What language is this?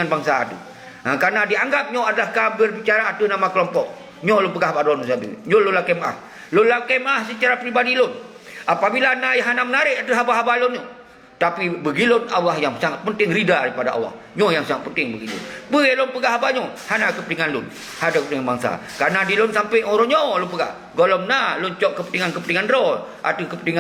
Achinese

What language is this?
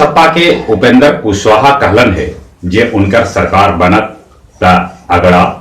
Magahi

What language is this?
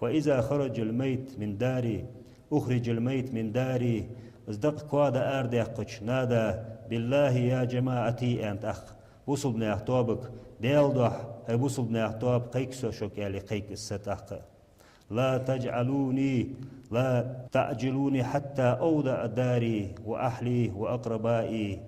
Ingush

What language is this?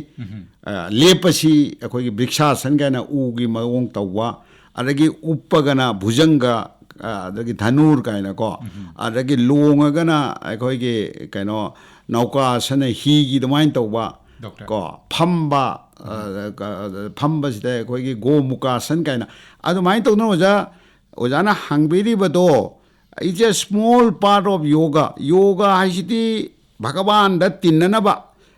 Manipuri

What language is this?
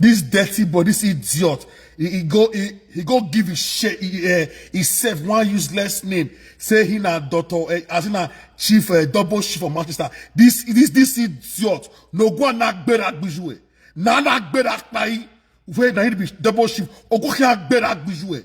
Nigerian Pidgin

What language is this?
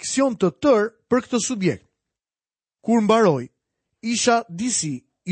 Albanian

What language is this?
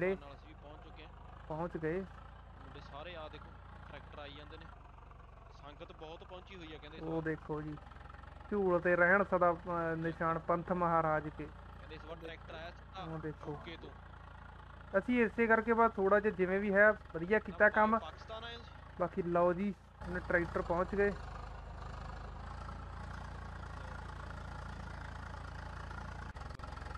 Punjabi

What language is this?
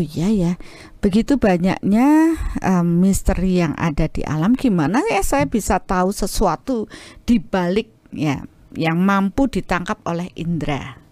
Indonesian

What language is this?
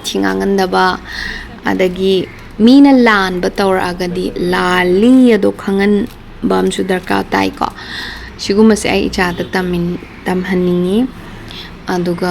Manipuri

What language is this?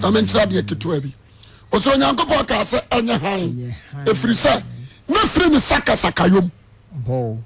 Akan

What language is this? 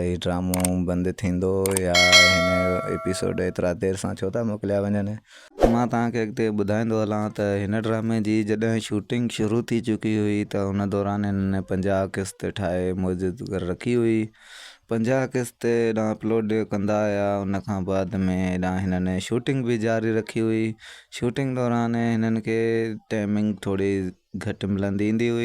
Sindhi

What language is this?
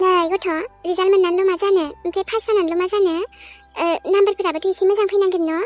Bodo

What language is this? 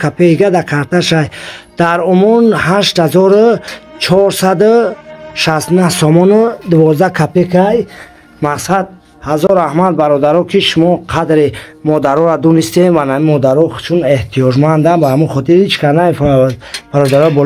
Tajik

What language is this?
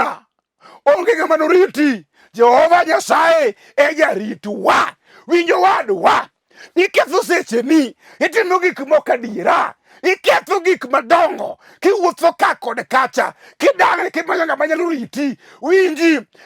Luo (Kenya and Tanzania)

